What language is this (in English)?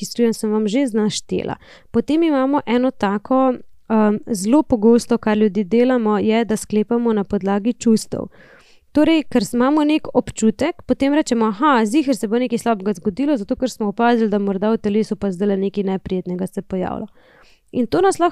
Slovenian